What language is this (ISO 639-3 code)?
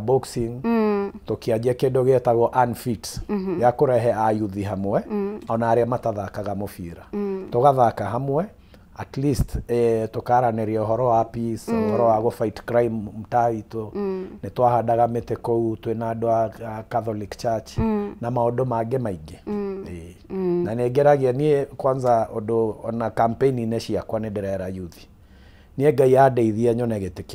kik